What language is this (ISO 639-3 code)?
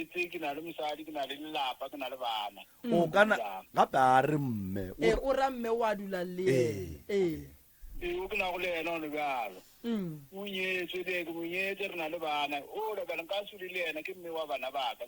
nso